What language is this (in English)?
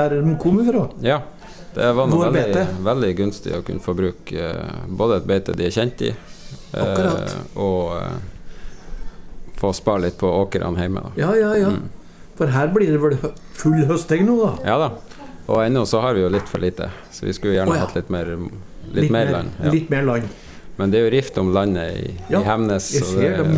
Norwegian